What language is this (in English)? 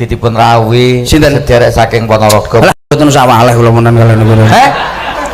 Javanese